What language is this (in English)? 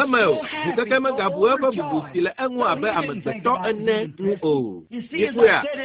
Ewe